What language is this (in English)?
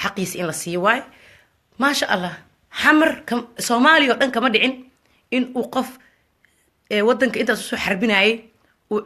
Somali